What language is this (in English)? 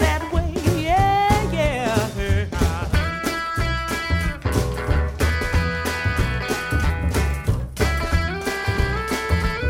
Estonian